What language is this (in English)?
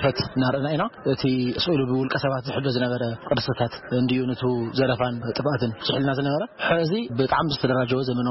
Tigrinya